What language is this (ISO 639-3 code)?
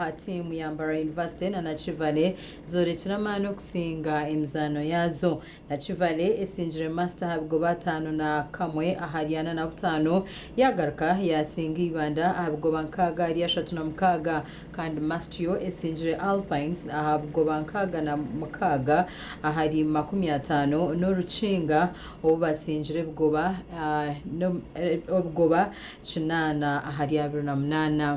nyn